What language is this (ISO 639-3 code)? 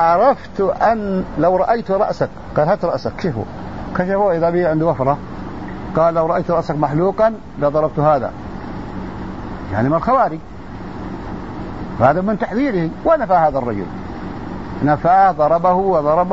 ara